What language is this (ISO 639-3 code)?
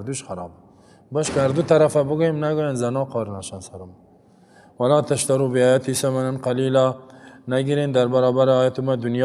fas